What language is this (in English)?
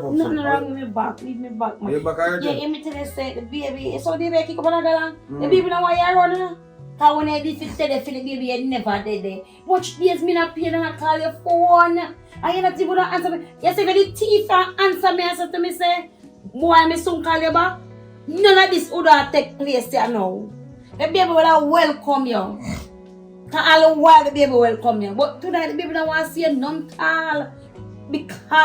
Jamaican Creole English